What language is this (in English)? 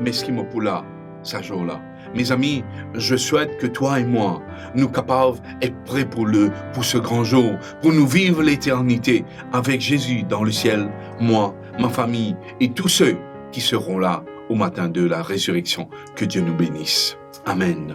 Morisyen